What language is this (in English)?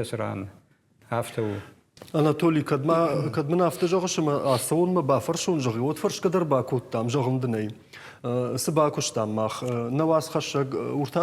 Ossetic